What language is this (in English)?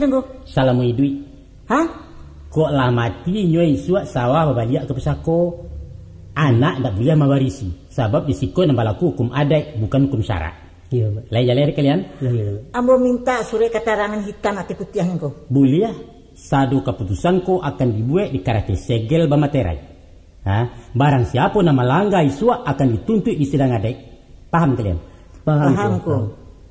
Minangkabau